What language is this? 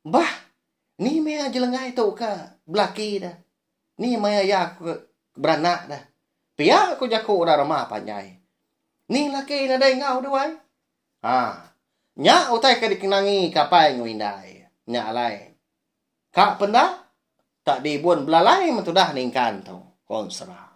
Iban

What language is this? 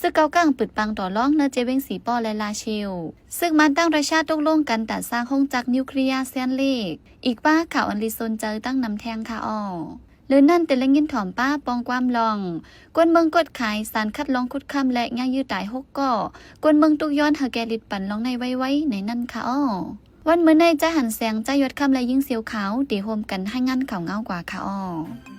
Shan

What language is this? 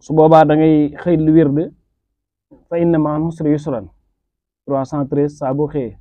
Wolof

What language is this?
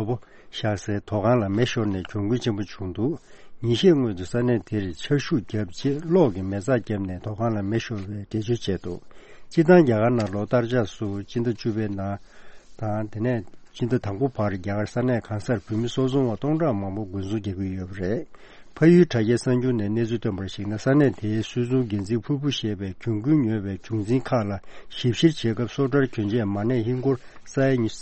Tibetan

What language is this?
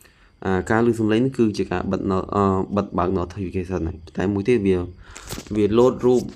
Khmer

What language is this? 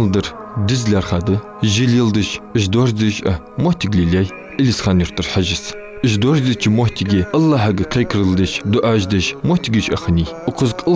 Ingush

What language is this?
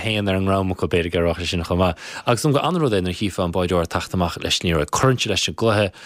Irish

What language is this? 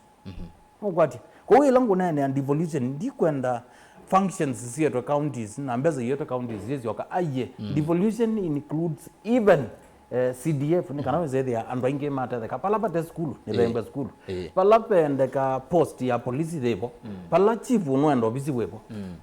Kamba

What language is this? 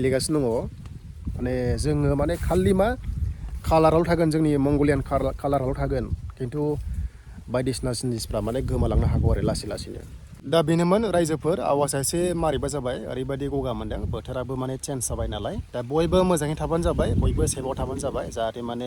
Bodo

